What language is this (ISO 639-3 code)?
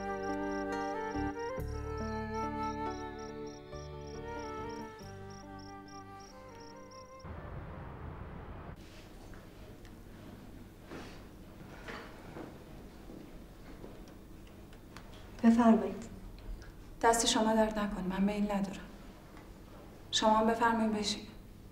fas